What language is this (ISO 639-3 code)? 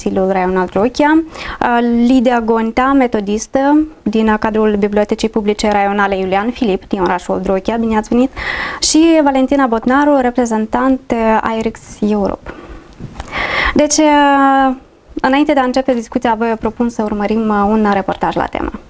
ron